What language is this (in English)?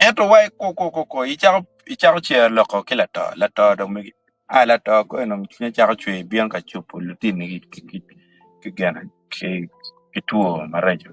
Acoli